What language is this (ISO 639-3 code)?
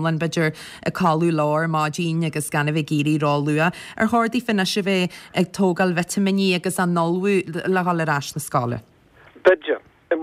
gle